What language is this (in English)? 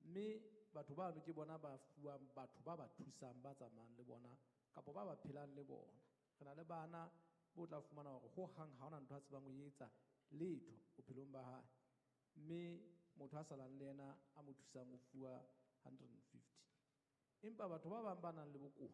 Southern Sotho